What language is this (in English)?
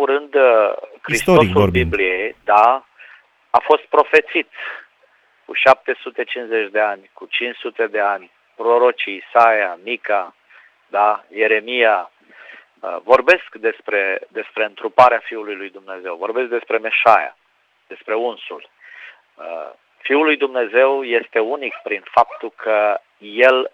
Romanian